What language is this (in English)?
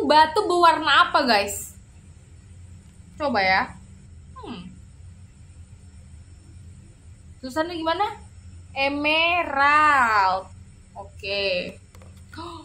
Indonesian